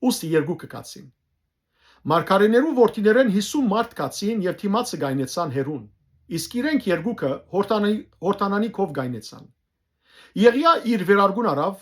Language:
Western Armenian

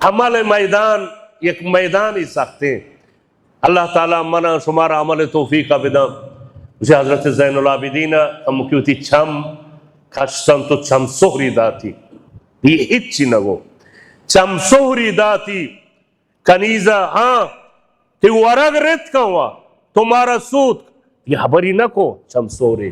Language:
Baluchi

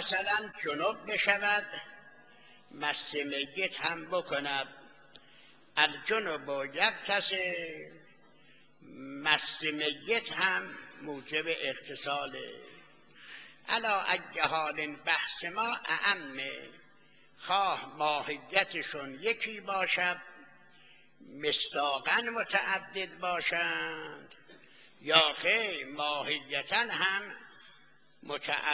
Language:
Persian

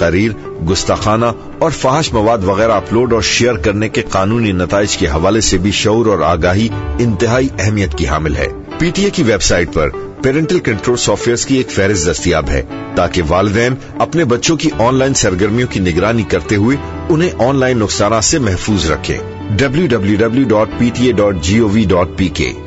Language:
Urdu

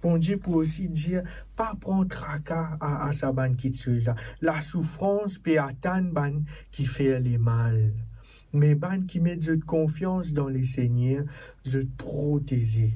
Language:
Morisyen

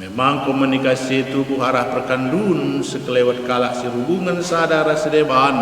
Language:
Batak Karo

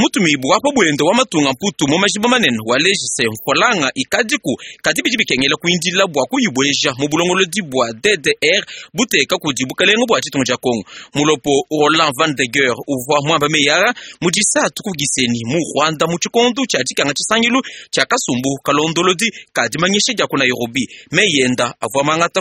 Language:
Luba-Lulua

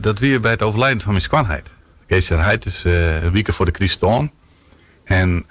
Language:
Western Frisian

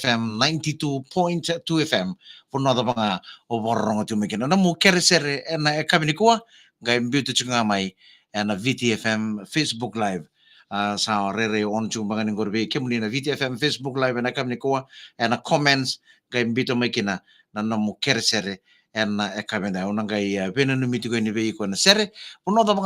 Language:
Fijian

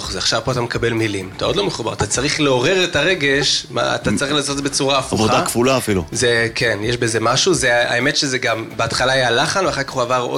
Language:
Hebrew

